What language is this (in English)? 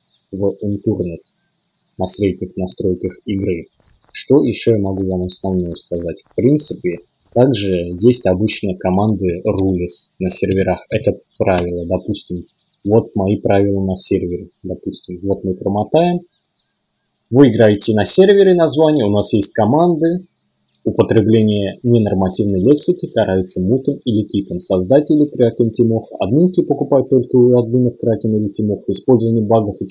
Russian